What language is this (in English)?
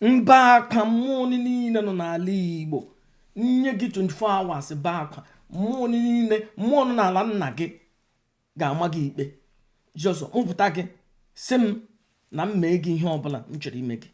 Igbo